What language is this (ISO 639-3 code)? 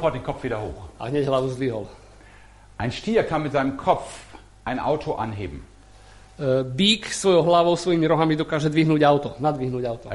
slk